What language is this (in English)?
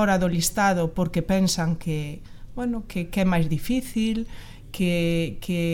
Galician